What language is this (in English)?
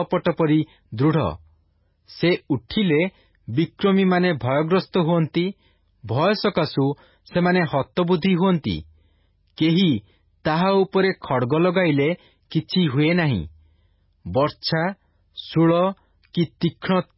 Odia